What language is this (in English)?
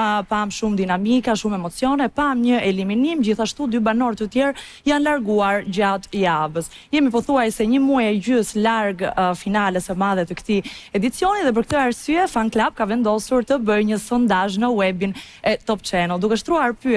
Albanian